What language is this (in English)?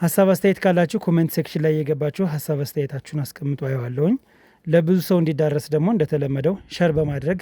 Amharic